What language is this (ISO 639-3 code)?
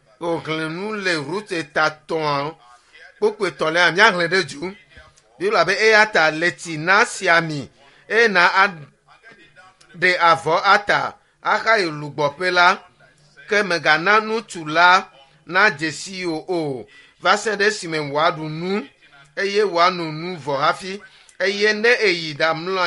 ewe